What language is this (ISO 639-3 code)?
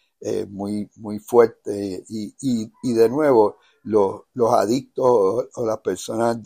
spa